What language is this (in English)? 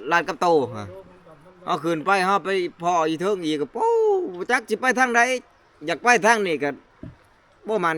Northeastern Thai